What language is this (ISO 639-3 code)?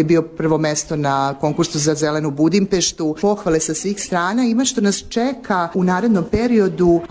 srp